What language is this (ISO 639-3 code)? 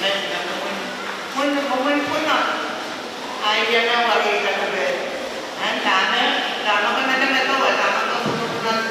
pon